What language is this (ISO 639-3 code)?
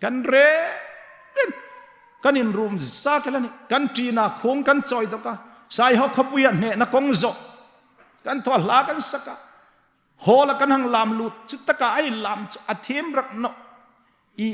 hmr